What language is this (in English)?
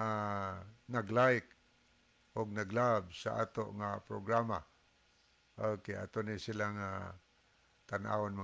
Cebuano